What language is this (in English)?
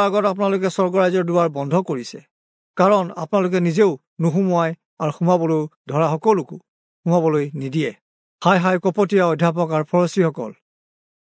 Assamese